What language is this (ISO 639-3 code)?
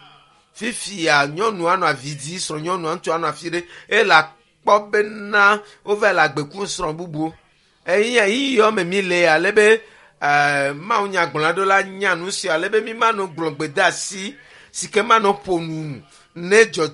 ewe